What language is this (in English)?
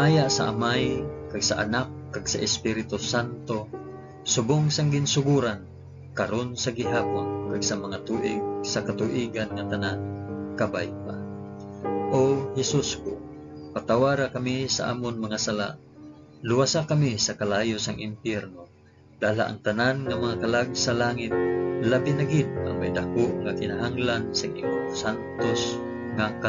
Hiligaynon